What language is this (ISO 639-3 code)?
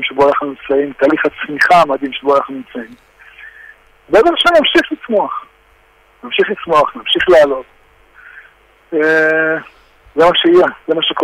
heb